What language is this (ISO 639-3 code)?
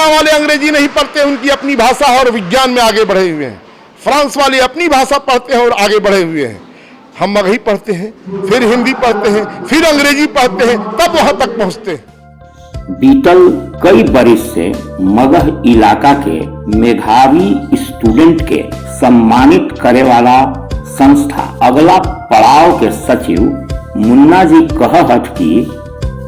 mag